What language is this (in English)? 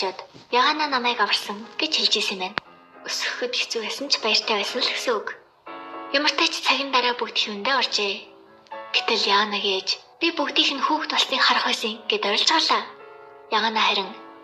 Mongolian